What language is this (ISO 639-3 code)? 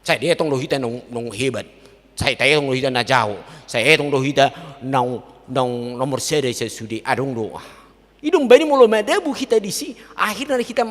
bbc